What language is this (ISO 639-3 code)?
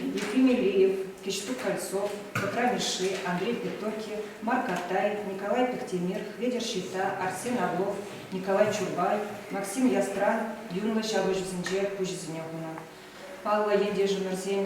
chv